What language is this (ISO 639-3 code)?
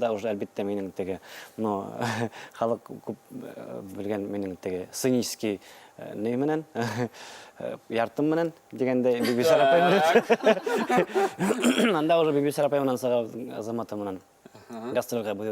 bak